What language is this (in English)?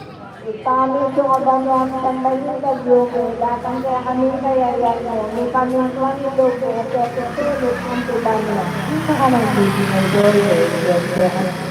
Pampanga